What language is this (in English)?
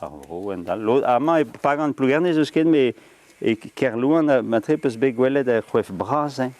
Breton